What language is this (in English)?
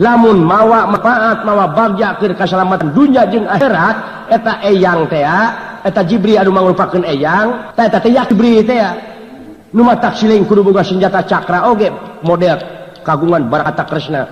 Sundanese